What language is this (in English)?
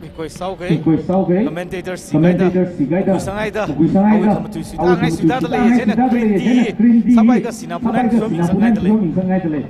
Tangkhul Naga (India)